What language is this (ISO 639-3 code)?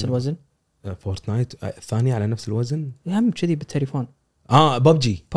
afb